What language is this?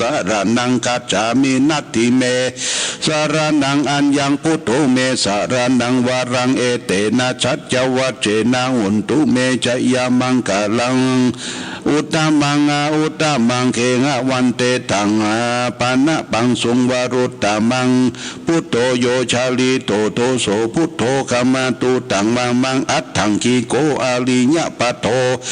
Pali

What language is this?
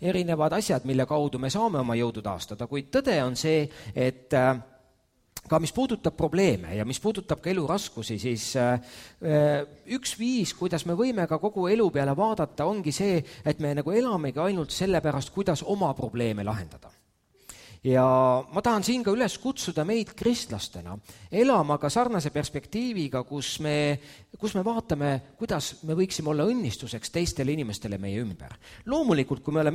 Estonian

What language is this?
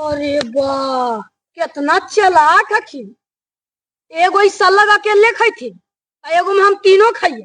Magahi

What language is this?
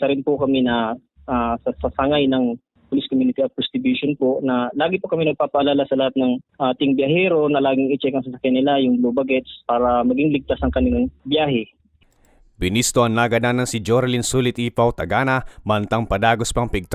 Bikol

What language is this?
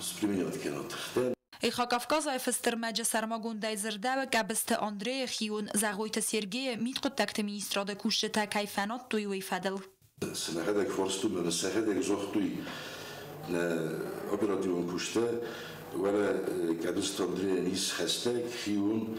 Ossetic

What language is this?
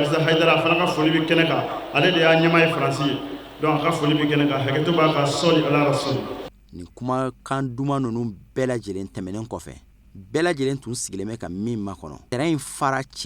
Bambara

